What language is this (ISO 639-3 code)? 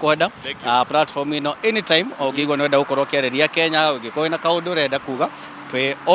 kik